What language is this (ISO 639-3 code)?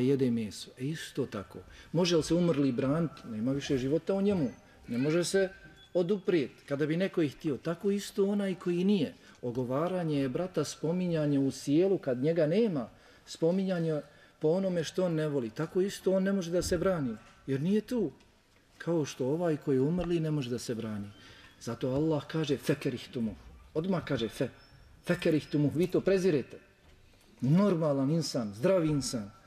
srp